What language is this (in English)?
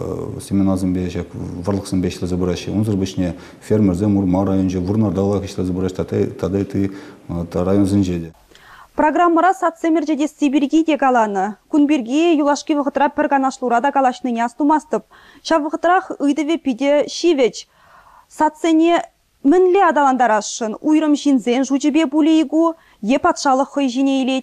Chuvash